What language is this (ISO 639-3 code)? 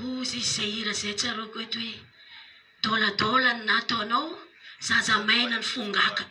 mlg